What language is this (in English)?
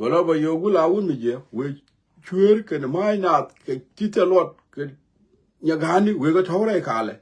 Nuer